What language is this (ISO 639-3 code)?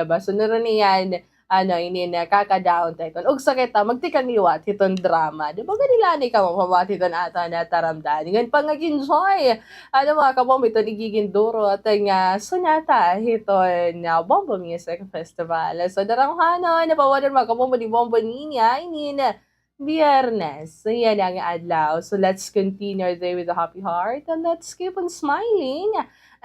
war